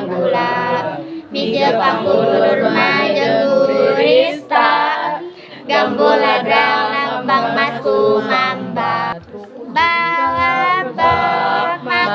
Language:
Sundanese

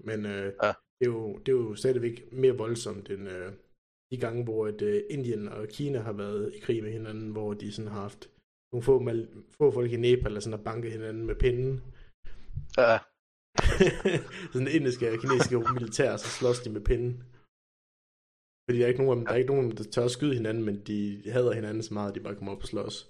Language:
Danish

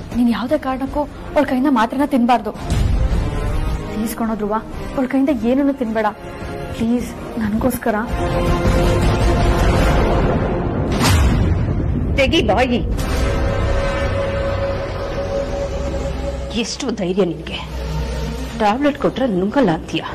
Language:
Kannada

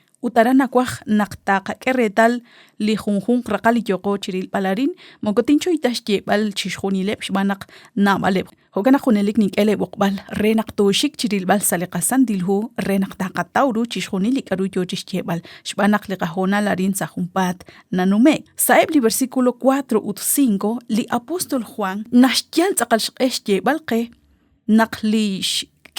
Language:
Kekchí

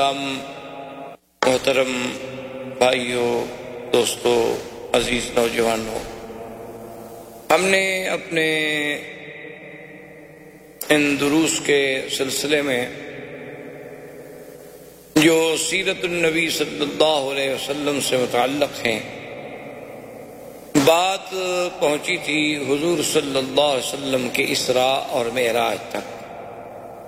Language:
Urdu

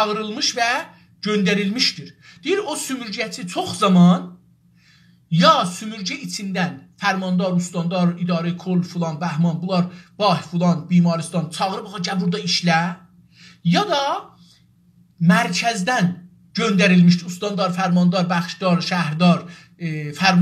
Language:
South Azerbaijani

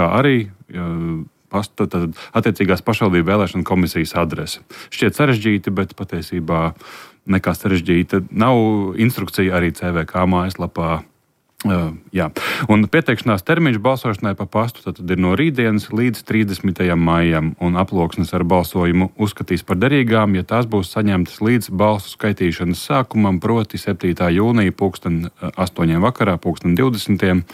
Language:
Latvian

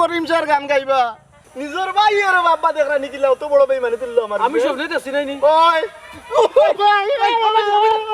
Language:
Sylheti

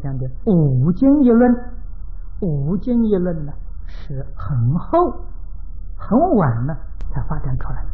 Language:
Chinese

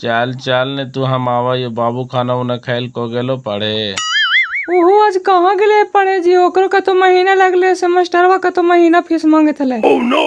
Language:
Magahi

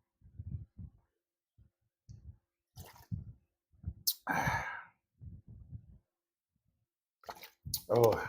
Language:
Northeastern Thai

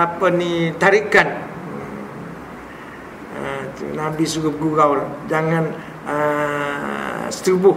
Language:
Malay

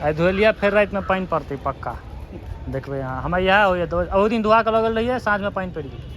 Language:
Maithili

